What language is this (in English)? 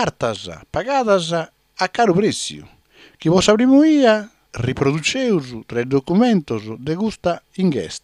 Sardinian